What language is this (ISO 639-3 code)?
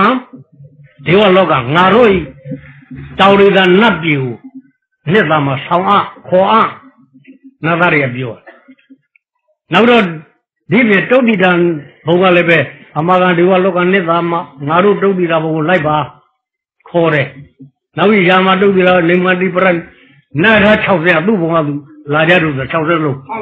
mya